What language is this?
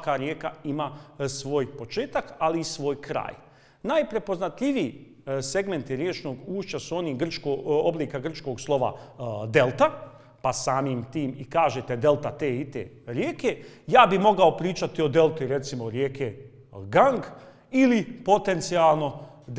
Bosnian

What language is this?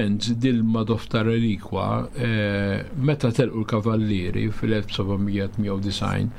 Maltese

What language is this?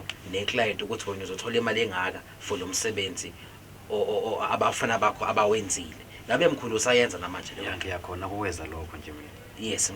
Zulu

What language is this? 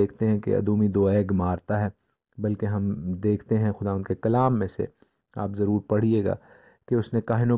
Urdu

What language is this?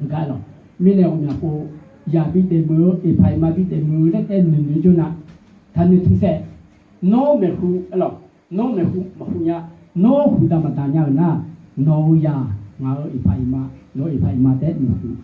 Akha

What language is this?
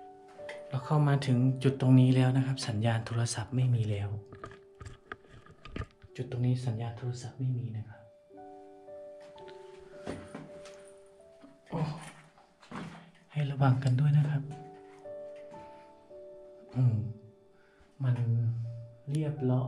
Thai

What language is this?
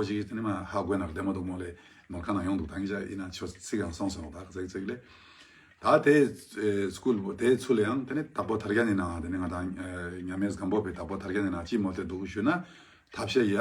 Ladakhi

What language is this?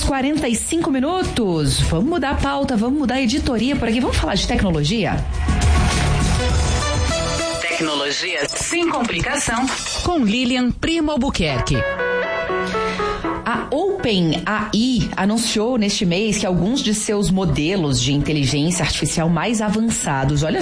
Portuguese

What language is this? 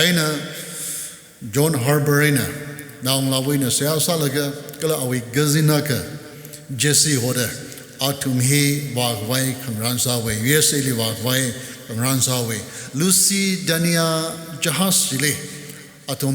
Tangkhul Naga (India)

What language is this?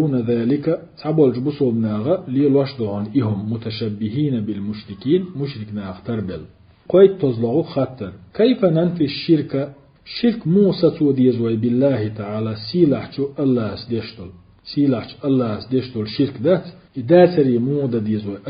Chechen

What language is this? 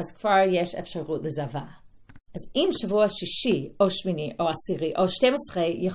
Hebrew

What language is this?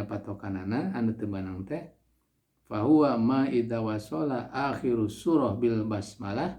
Sundanese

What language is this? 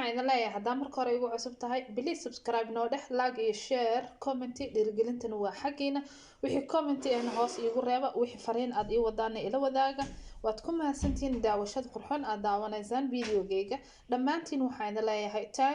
Somali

